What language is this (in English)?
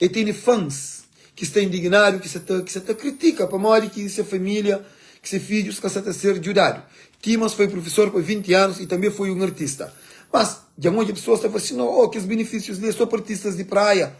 Kabuverdianu